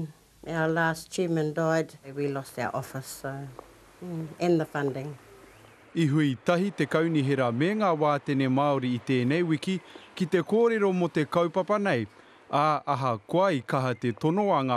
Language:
Māori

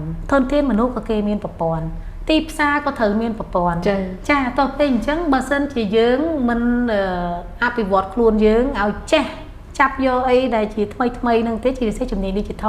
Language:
Khmer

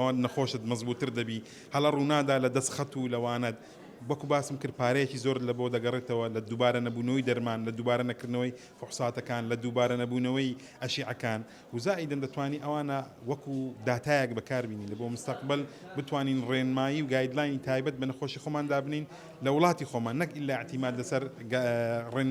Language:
Central Kurdish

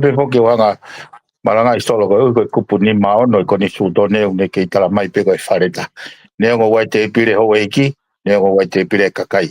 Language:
Tongan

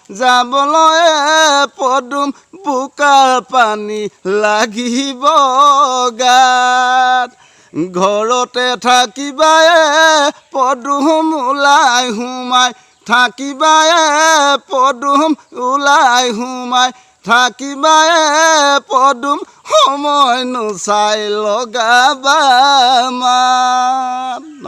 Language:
Assamese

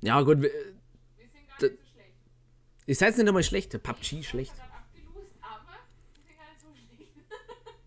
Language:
Bavarian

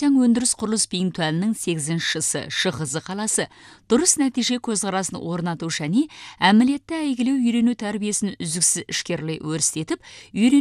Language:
Kazakh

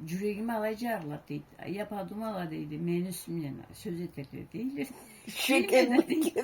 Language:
Karachay-Balkar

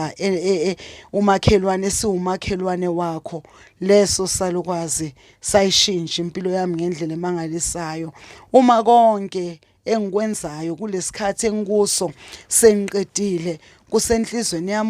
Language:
Zulu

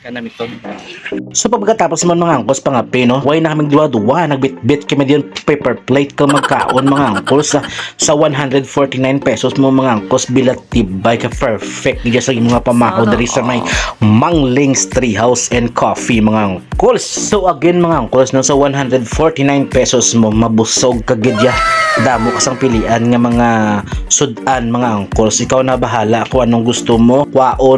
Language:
Hiligaynon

